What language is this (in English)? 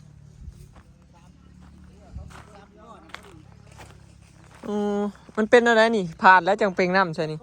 Northeastern Thai